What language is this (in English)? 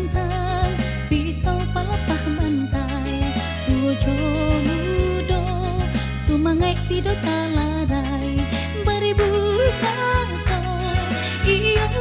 Minangkabau